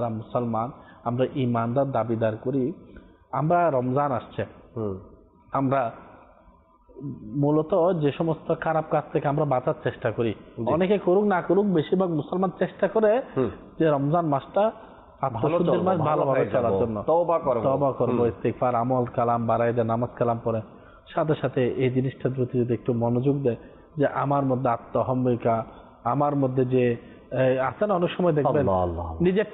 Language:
Bangla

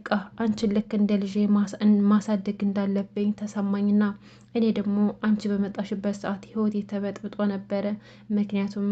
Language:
Amharic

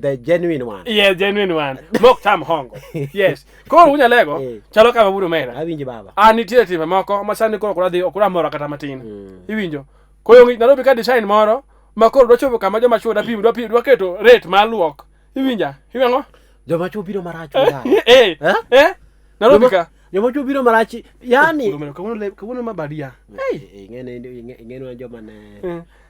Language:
Luo (Kenya and Tanzania)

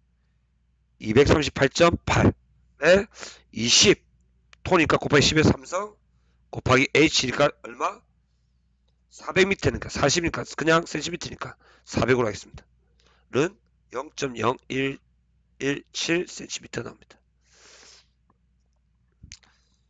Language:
Korean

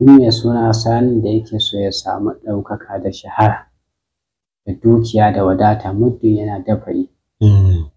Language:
Hausa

